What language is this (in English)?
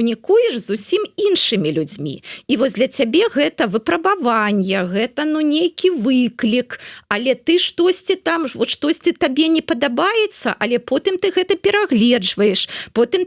Belarusian